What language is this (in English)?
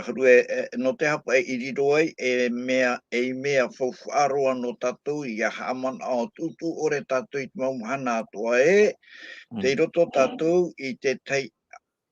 Tahitian